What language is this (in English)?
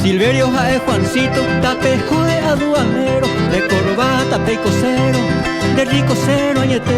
Guarani